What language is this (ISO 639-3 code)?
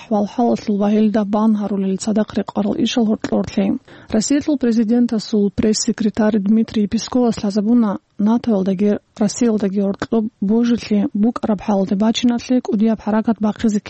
ava